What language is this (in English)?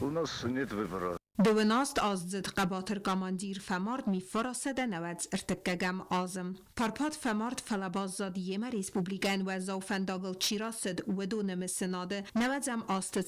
Ossetic